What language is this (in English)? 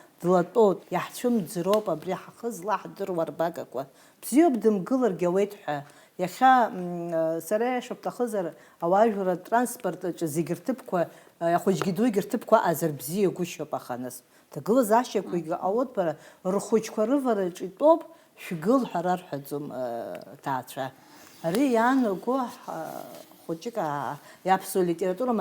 Abkhazian